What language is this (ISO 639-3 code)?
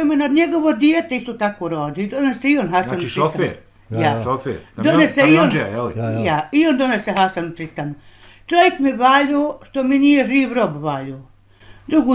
bos